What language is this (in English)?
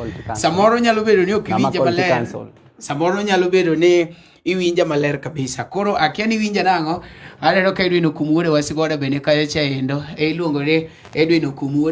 Luo (Kenya and Tanzania)